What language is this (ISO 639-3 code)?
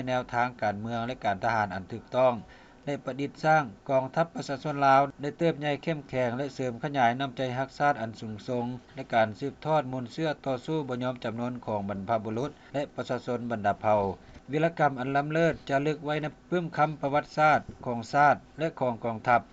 lao